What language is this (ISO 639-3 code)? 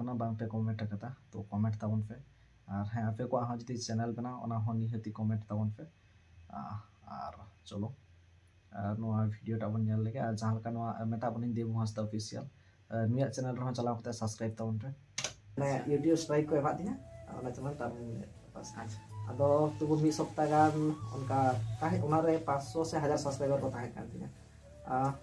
sat